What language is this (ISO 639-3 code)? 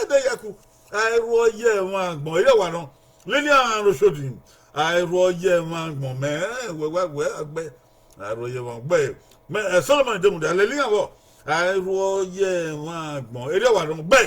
bin